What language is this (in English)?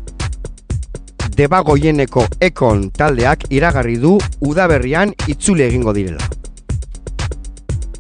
Basque